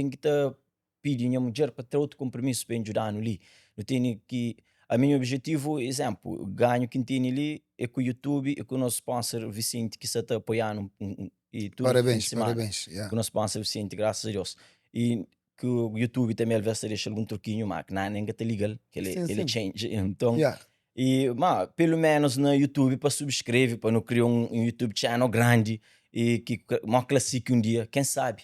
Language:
Kabuverdianu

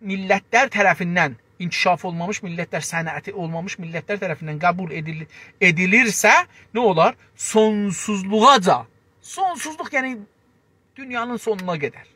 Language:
South Azerbaijani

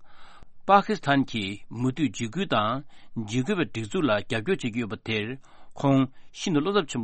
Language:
Tibetan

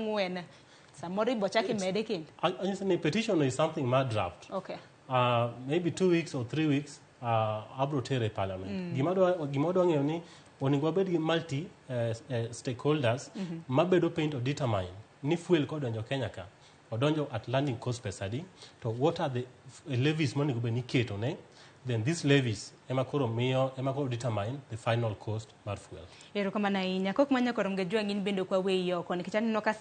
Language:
Luo (Kenya and Tanzania)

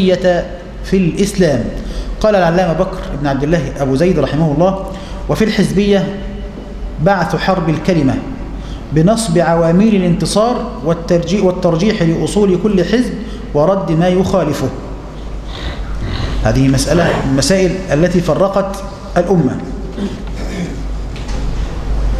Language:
Arabic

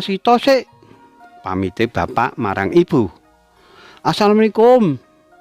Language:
Javanese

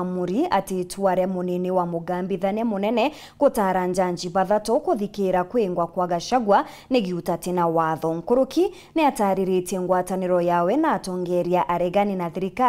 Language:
Meru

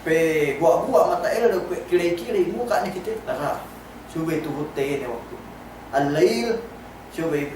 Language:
Yakan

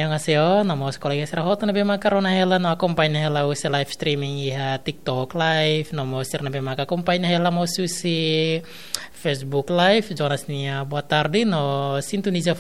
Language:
Tetum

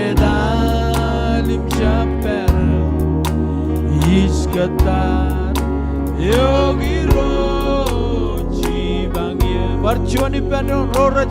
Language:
Marshallese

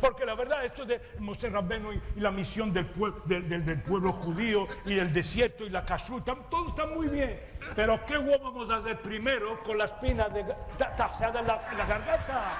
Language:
Ladino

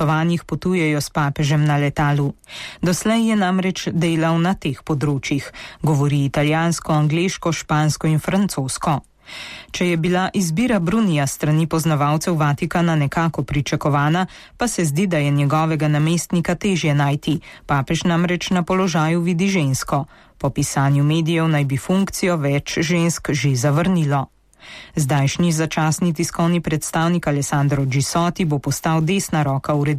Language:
Slovenian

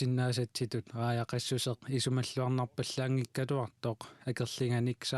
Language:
Kalaallisut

